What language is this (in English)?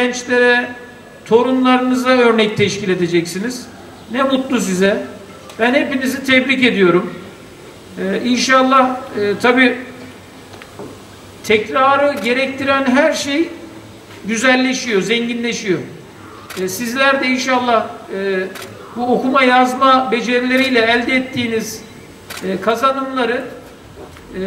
Turkish